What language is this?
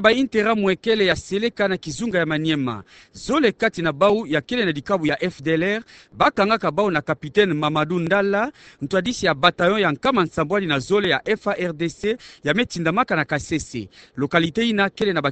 Kituba (Democratic Republic of Congo)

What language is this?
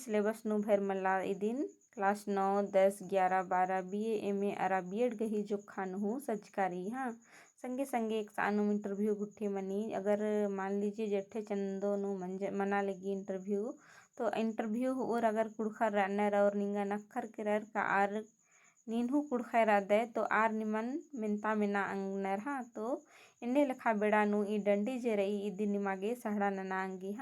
Kurukh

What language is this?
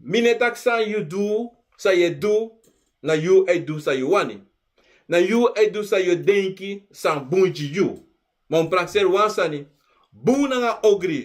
Sranan Tongo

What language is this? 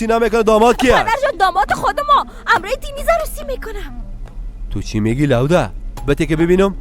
Persian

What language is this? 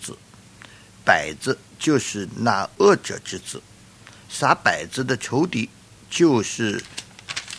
Chinese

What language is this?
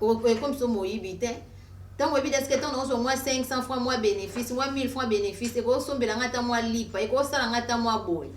Lingala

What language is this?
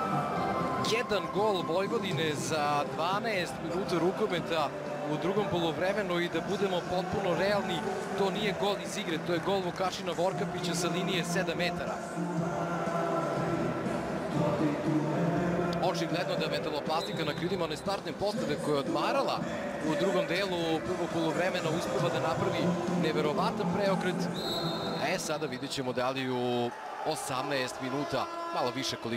Serbian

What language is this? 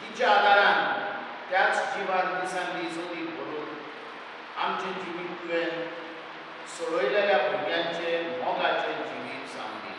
Konkani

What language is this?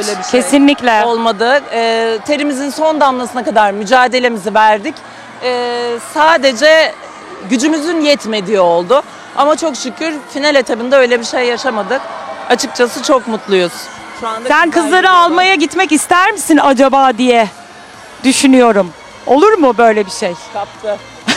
Turkish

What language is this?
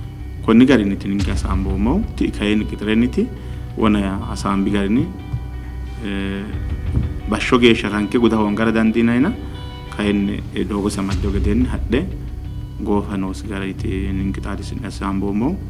Sidamo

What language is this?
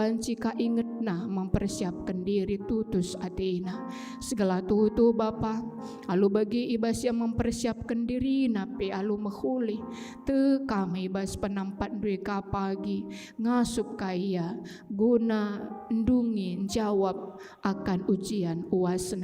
Batak Karo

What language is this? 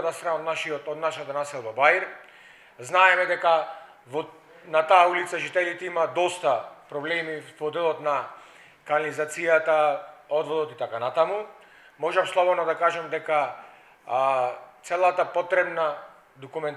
Macedonian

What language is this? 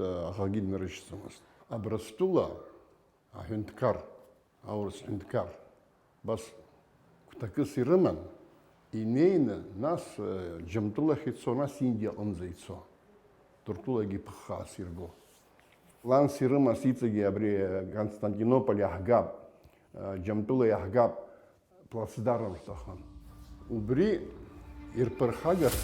Abkhazian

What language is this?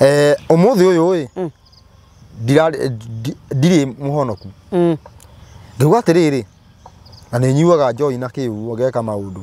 Kikuyu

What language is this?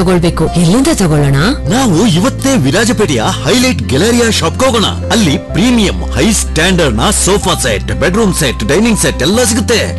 Kannada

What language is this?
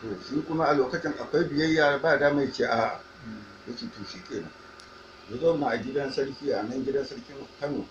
Hausa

